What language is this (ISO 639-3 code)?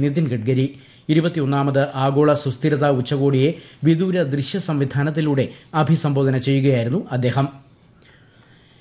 mal